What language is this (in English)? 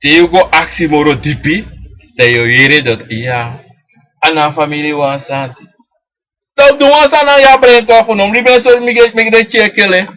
Sranan Tongo